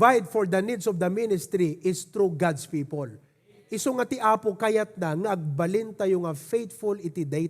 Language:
Iloko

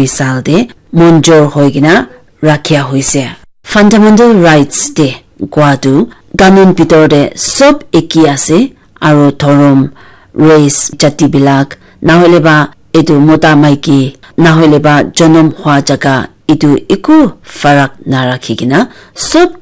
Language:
Naga Pidgin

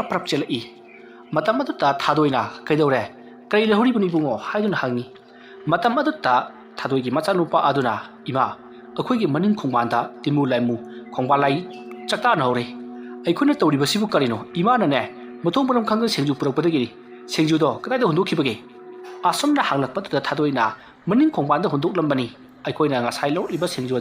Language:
Manipuri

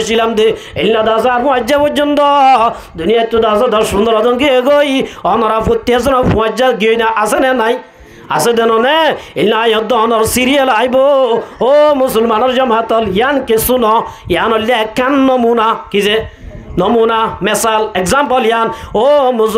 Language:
Rohingya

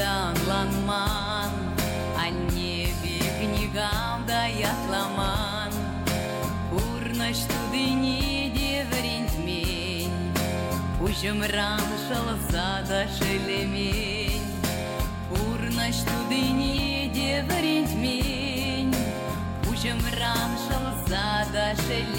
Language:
Chuvash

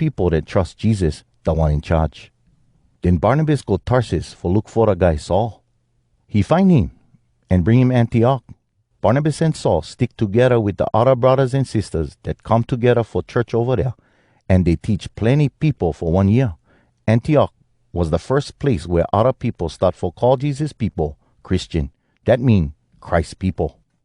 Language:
Hawai'i Creole English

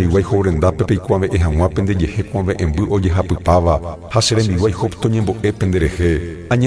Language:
Guarani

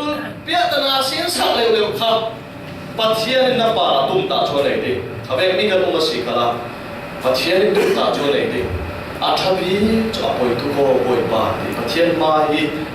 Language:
Falam Chin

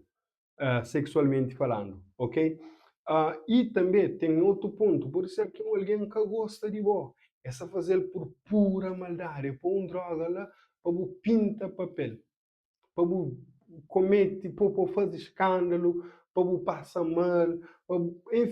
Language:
Kabuverdianu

